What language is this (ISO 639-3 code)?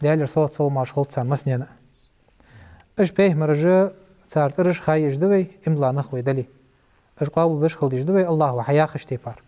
inh